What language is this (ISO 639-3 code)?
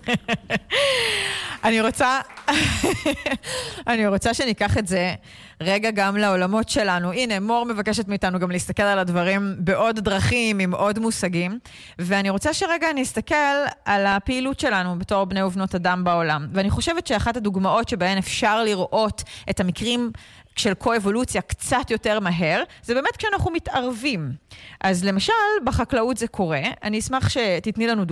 heb